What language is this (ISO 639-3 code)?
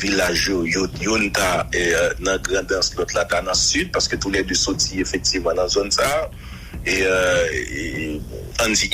hat